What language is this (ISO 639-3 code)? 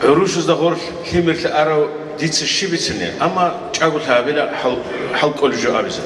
ava